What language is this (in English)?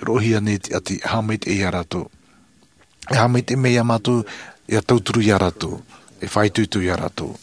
Tahitian